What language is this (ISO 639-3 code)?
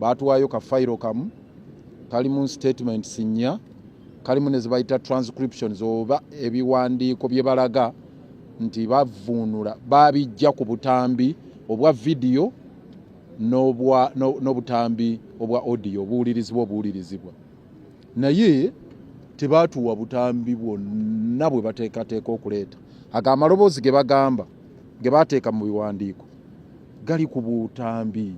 lug